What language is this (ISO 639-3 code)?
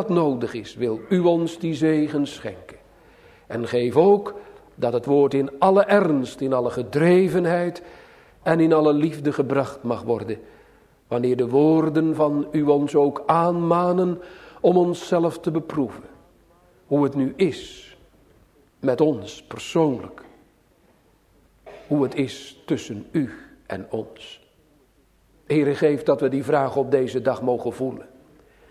nld